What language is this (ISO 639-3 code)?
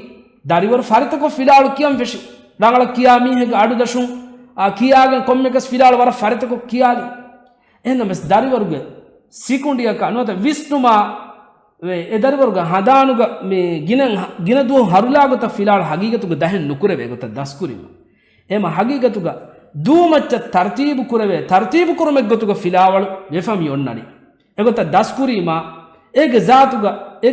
div